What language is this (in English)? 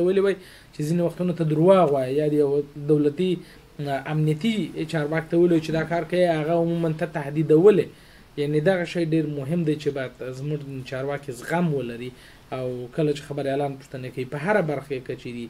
Pashto